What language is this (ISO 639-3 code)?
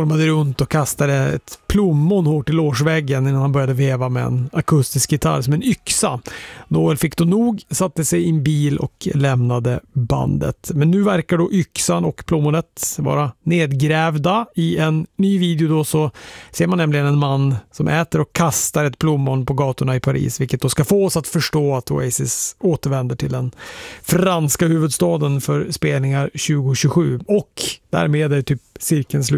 swe